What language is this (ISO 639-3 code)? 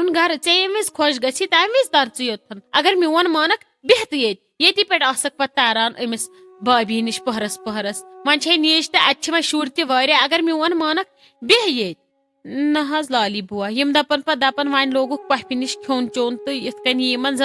kas